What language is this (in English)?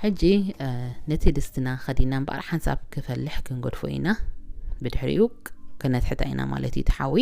Tigrinya